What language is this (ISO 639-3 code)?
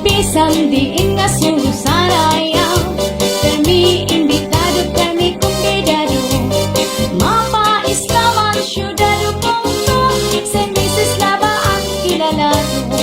war